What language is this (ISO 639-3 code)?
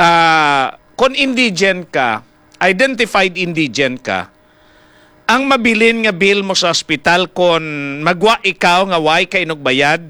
hil